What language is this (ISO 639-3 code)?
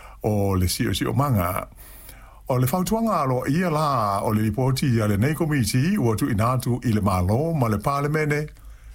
smo